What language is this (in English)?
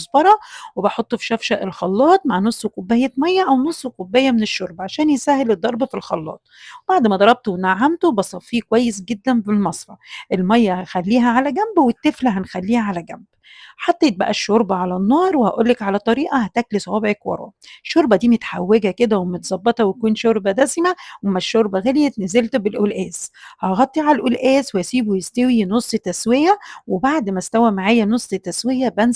Egyptian Arabic